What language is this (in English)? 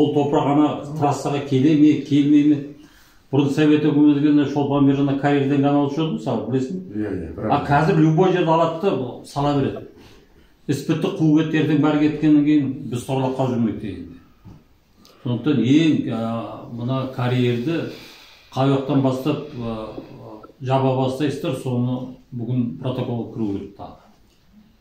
Kazakh